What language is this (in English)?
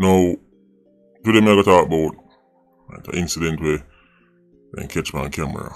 Jamaican Creole English